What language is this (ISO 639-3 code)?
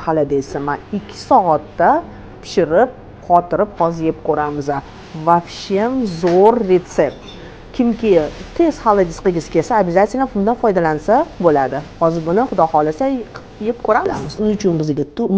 uzb